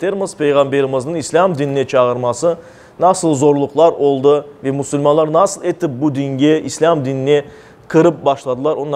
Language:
Crimean Tatar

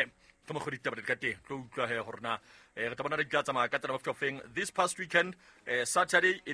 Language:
Southern Sotho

